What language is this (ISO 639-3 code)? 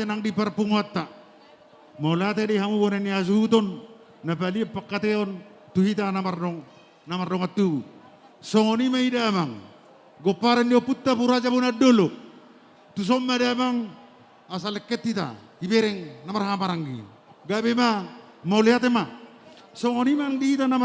bbc